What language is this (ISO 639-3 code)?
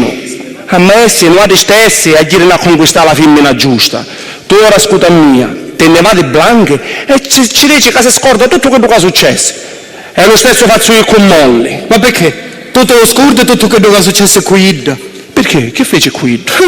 scn